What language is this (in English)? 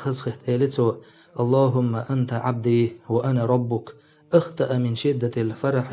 Chechen